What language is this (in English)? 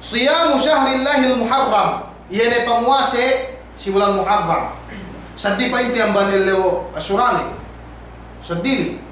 Yakan